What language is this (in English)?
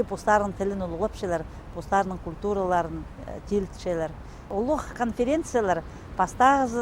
Khakas